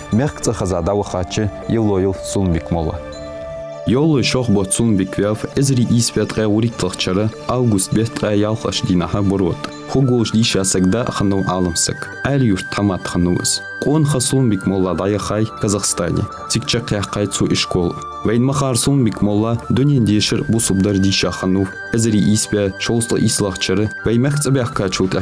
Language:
Ingush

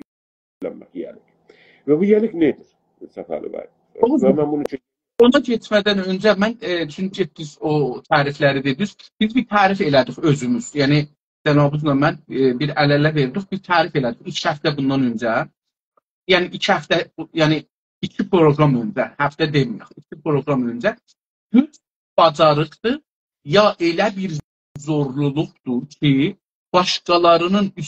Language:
South Azerbaijani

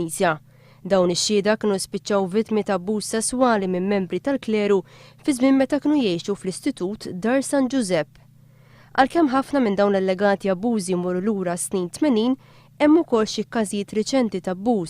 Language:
Maltese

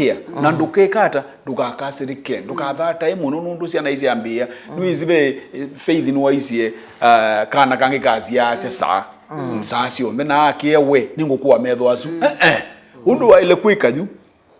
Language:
Kamba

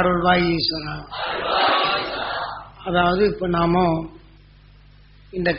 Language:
Tamil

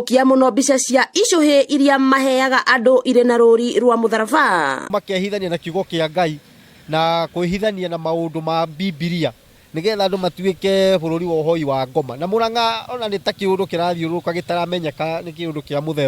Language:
Kikuyu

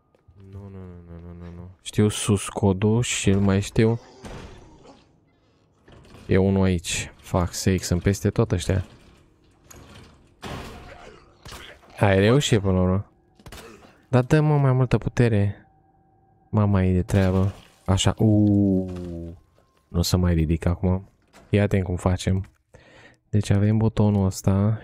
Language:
Romanian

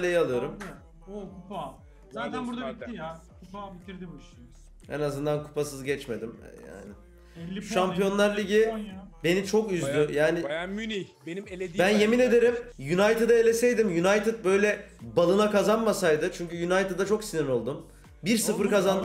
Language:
Turkish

